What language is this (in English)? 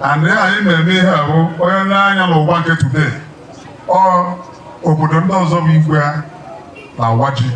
Igbo